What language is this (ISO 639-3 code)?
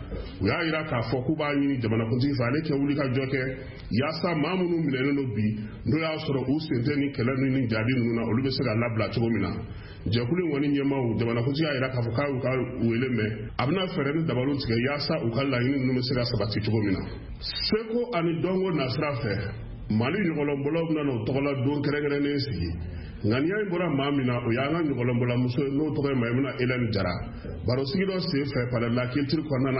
bam